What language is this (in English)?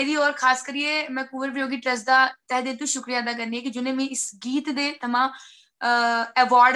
Dogri